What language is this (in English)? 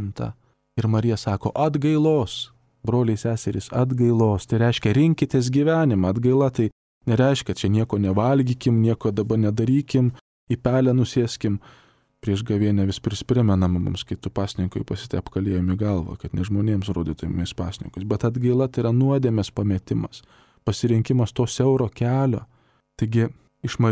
Lithuanian